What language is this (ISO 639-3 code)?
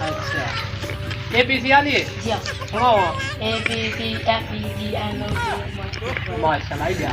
skr